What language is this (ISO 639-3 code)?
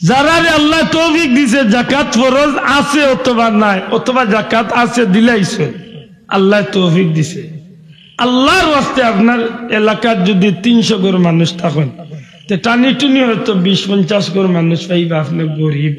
syl